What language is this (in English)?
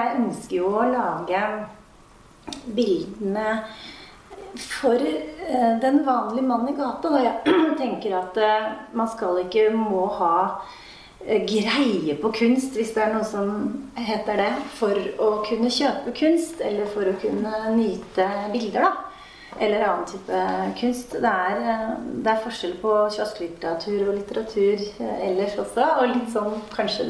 Norwegian